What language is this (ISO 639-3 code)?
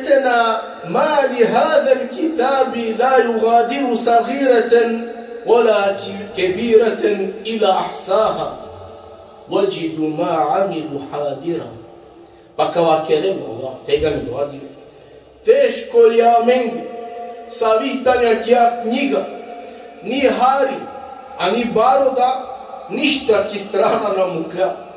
rmn